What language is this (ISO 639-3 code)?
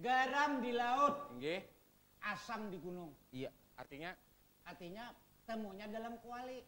bjn